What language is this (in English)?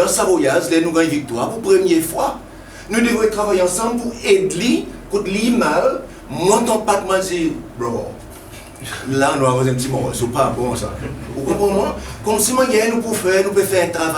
Seselwa Creole French